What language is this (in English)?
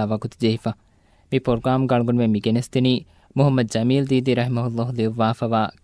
Divehi